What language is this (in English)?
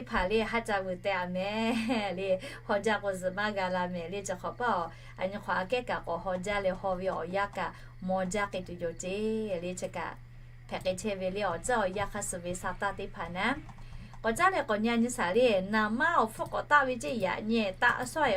Lahu